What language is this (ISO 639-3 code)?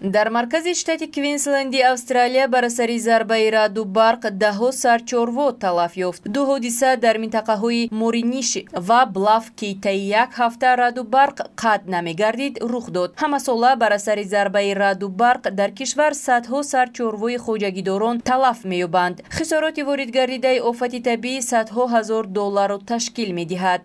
tgk